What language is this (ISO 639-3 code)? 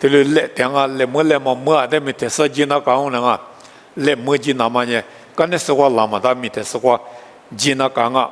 lis